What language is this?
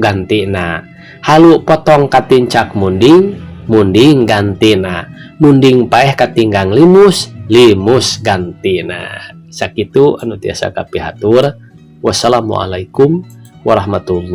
Sundanese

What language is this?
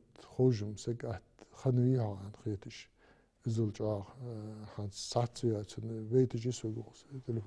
Ingush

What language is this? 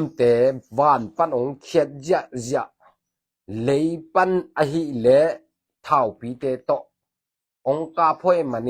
Tedim Chin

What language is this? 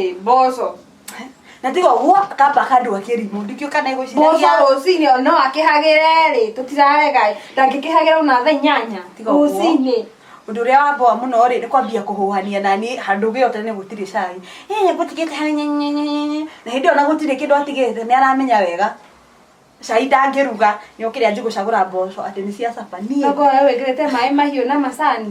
Kikuyu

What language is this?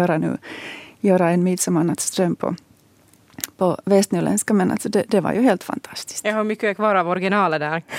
Swedish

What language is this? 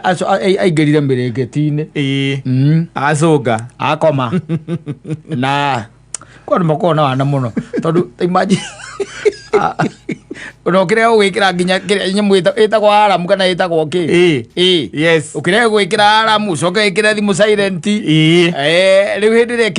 Kikuyu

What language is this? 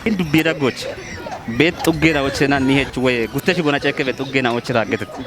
Kafa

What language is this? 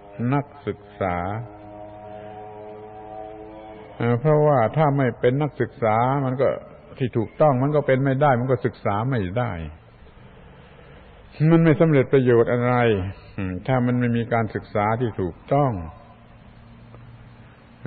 Thai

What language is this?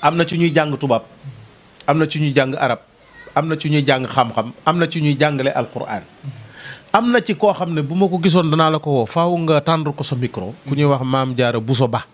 Wolof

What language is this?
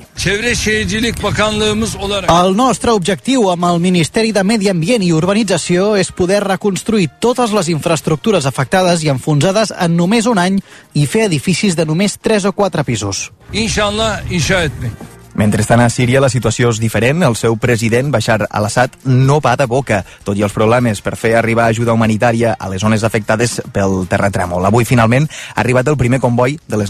Catalan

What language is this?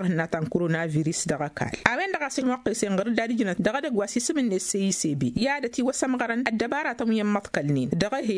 Tamasheq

